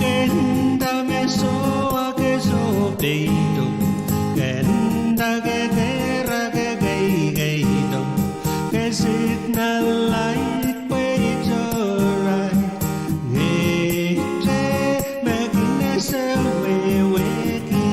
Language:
Pohnpeian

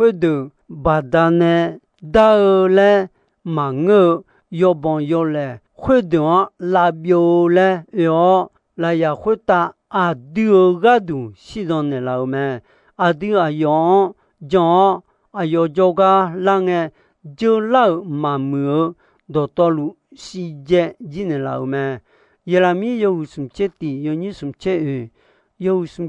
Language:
Akha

